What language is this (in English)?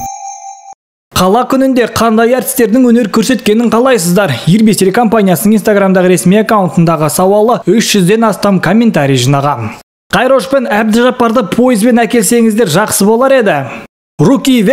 Kazakh